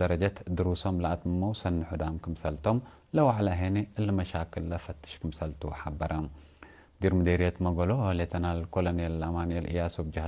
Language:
Tigre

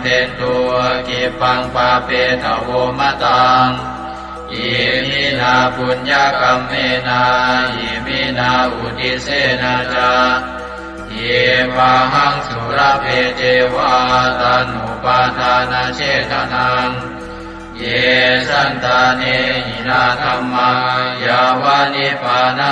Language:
Pali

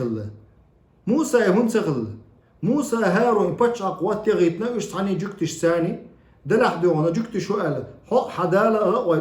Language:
Chechen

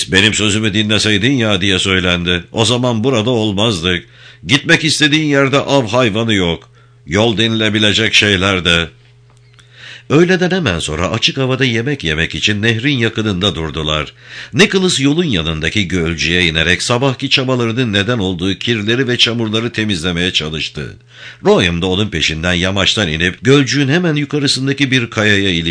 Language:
Turkish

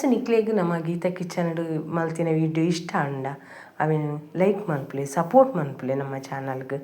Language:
Tulu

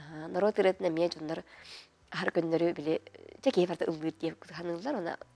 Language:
Yakut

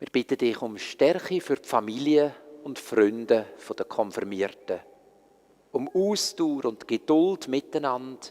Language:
Swiss German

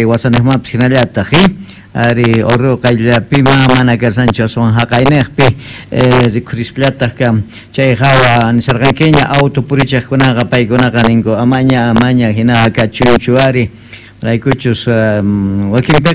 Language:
South Bolivian Quechua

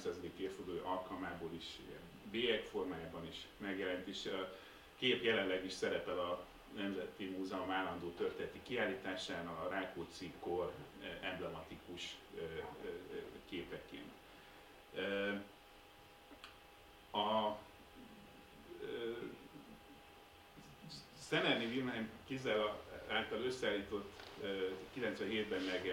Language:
Hungarian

